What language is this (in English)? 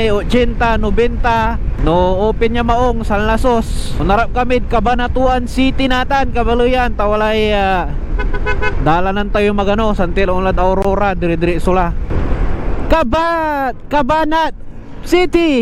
Pangasinan